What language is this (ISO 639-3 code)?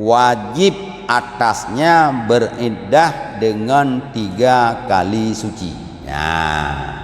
ace